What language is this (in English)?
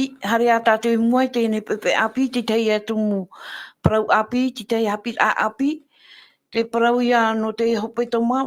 Tahitian